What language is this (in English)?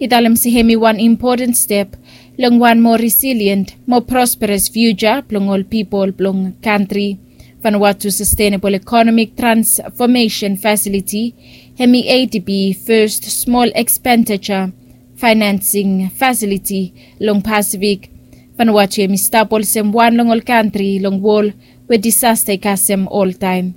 Bislama